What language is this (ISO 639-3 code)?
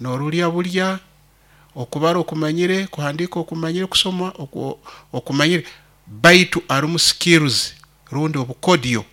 nyo